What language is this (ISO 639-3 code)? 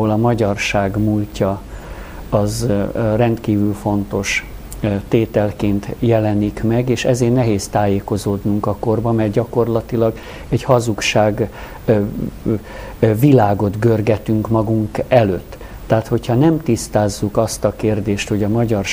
hun